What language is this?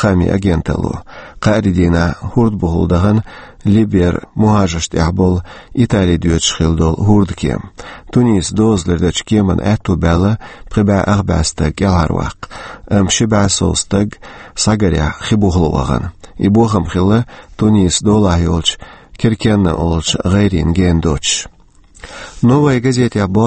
Chechen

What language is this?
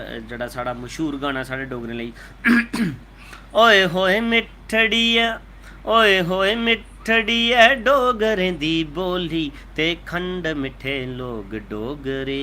Dogri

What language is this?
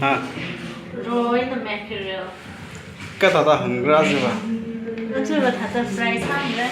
Tangkhul Naga (India)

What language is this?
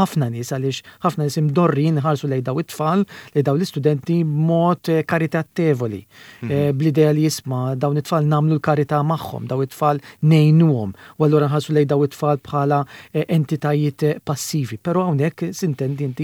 Maltese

